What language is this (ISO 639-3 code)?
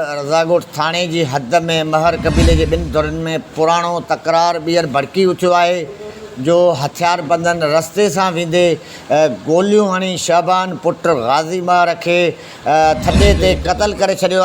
snd